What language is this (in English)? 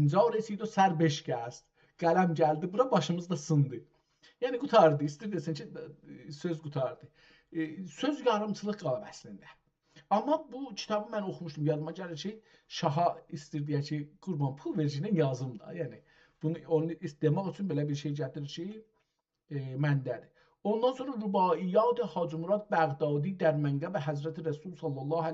South Azerbaijani